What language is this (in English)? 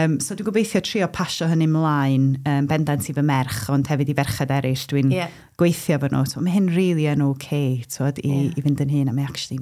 Welsh